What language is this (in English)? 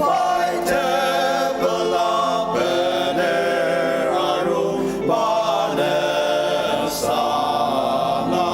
Ao Naga